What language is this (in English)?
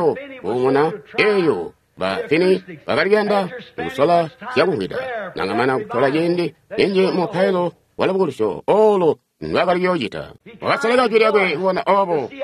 Tonga (Zambia)